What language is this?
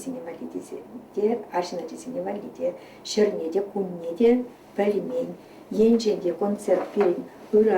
Chuvash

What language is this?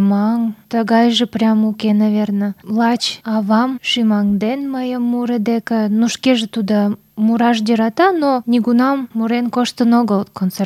Mari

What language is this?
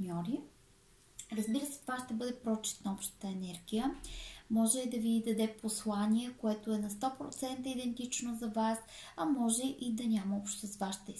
Bulgarian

